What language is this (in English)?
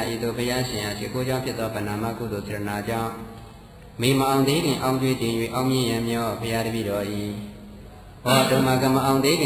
Burmese